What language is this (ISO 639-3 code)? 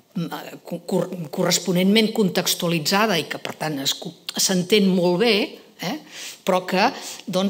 cat